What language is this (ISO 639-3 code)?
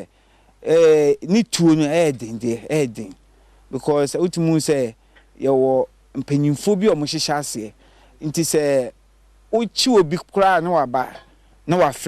aka